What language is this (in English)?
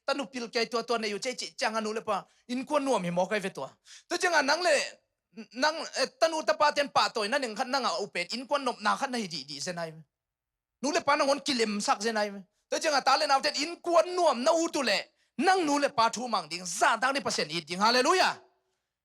Tedim Chin